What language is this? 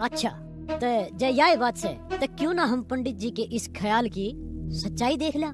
Haryanvi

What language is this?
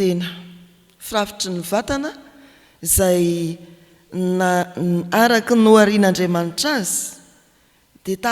Malagasy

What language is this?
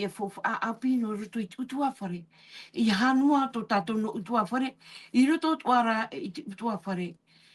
Tahitian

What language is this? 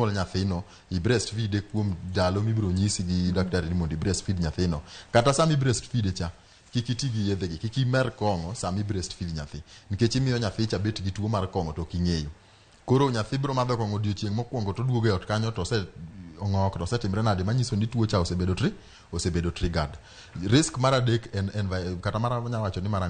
Luo (Kenya and Tanzania)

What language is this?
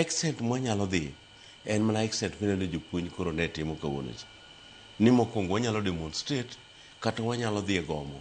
Luo (Kenya and Tanzania)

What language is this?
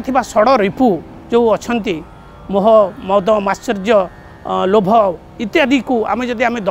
Odia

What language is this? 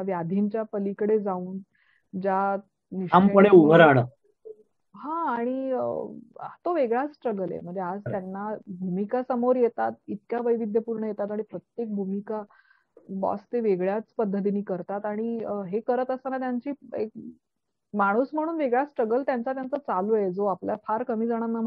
Marathi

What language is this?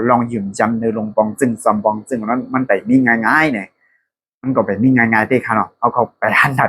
Shan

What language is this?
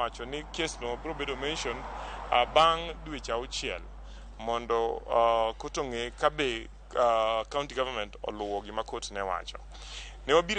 Luo (Kenya and Tanzania)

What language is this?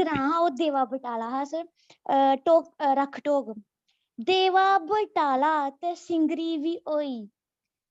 Dogri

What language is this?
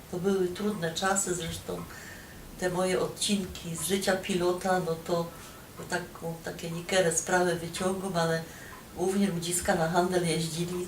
Silesian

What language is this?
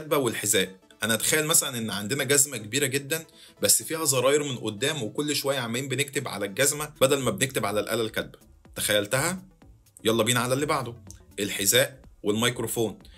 Egyptian Arabic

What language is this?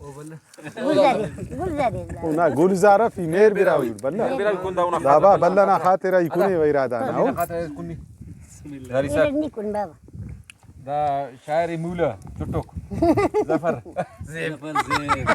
Brahui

